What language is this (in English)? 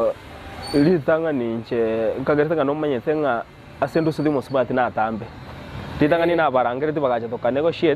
Gusii